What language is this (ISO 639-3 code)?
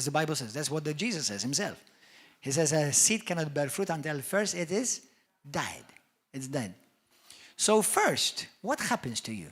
eng